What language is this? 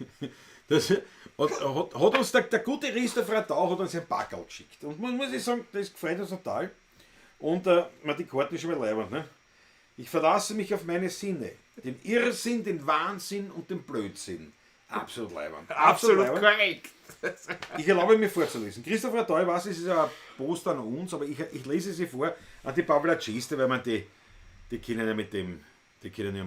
Bavarian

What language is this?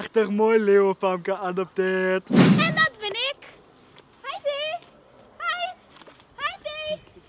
Western Frisian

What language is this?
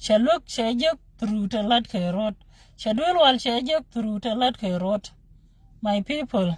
Nuer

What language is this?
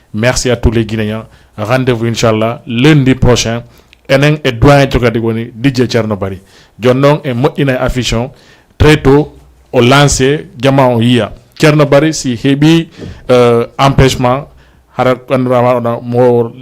Fula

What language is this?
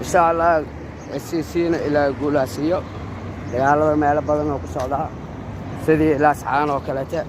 Somali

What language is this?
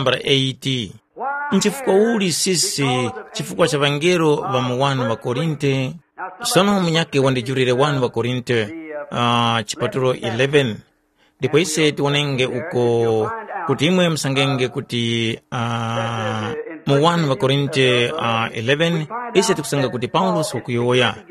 Tumbuka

